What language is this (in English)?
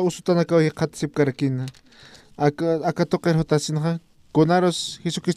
Aymara